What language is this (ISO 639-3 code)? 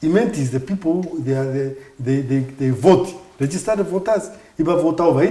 mer